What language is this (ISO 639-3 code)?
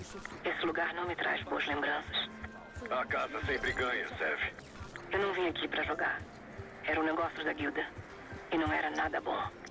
por